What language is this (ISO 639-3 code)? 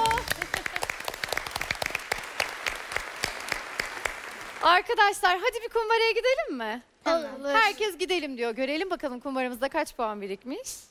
tur